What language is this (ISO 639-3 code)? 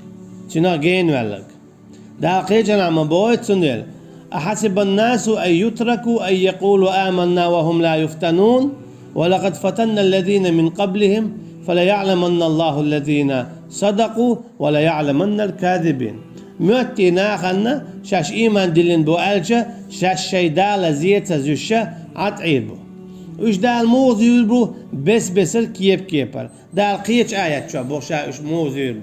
che